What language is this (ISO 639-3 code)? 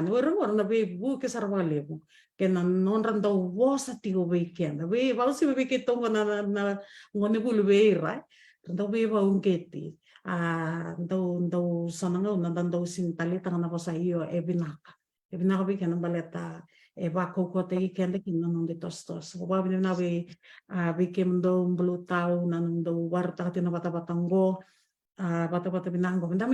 fij